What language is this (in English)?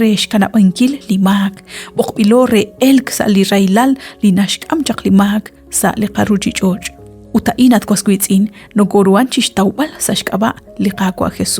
Kekchí